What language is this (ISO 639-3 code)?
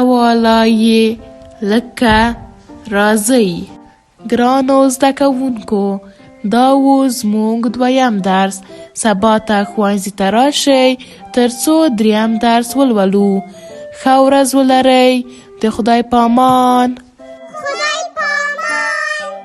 pus